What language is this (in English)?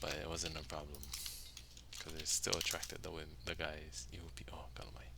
Hawaiian